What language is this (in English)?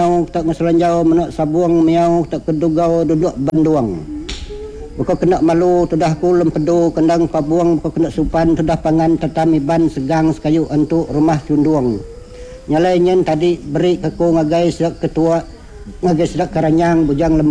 Iban